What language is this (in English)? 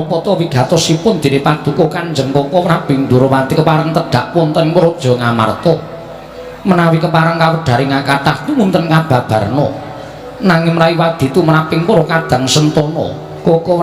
Javanese